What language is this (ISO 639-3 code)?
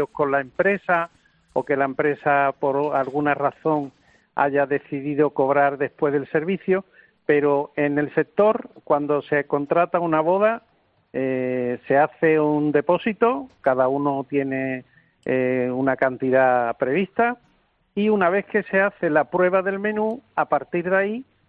spa